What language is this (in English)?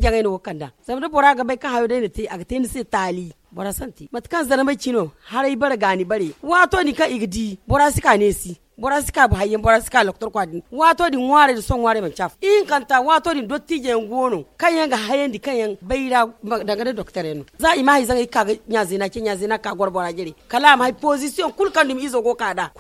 Zarma